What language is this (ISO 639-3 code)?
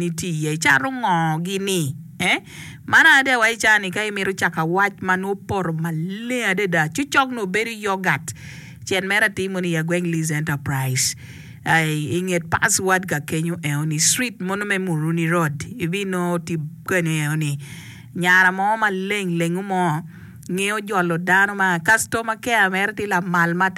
ach